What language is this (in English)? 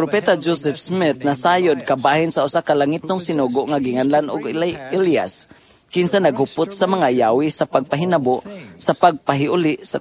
Cebuano